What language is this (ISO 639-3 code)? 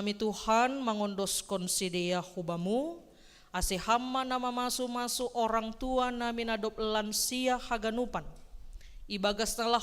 bts